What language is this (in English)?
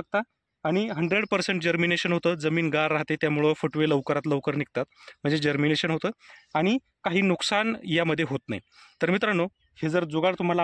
Marathi